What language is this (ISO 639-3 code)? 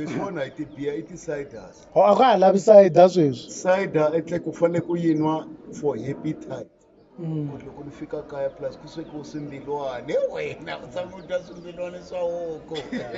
tso